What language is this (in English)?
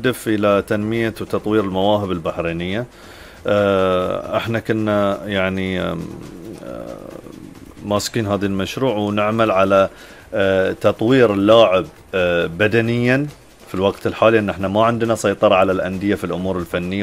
Gulf Arabic